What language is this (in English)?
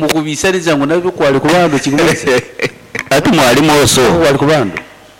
Nyoro